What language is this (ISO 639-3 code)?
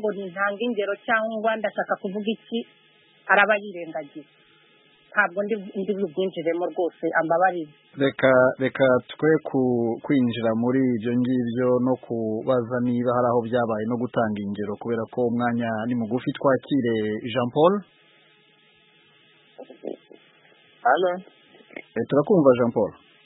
kin